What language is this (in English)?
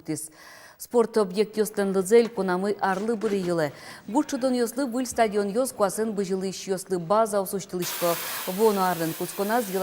Udmurt